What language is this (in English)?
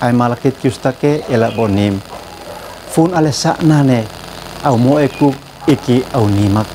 Uab Meto